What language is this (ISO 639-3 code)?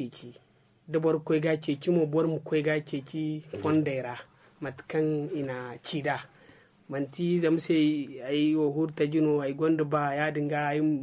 dje